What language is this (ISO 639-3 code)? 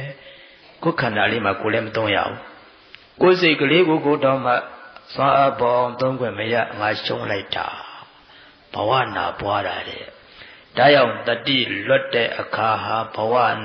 mya